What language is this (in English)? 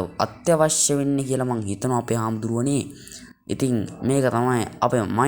Sinhala